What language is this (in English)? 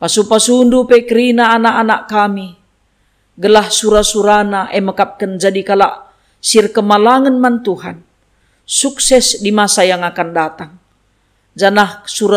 Batak Karo